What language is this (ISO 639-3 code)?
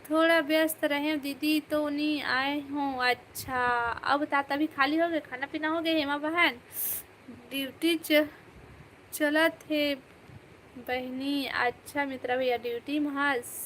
hne